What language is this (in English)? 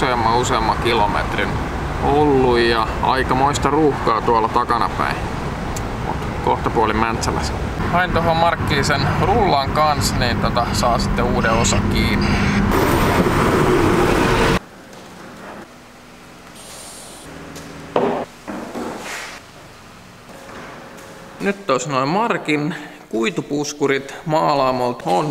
Finnish